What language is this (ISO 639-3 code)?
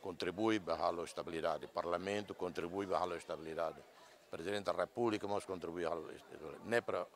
tet